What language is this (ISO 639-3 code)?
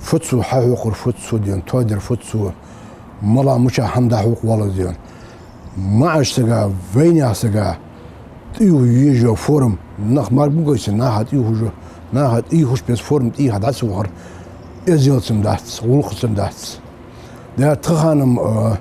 inh